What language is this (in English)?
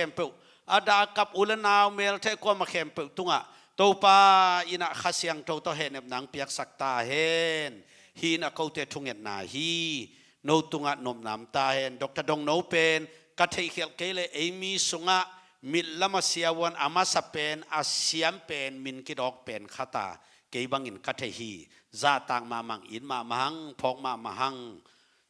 Tedim Chin